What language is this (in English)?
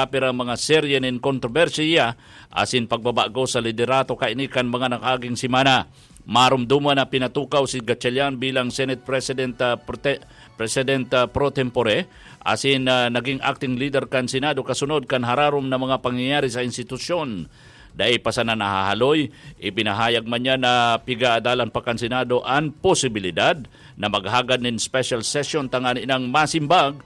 Bikol